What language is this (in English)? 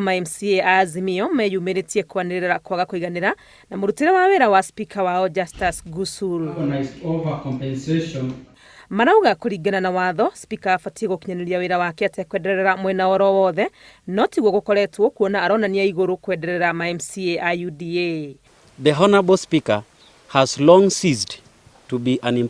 Kikuyu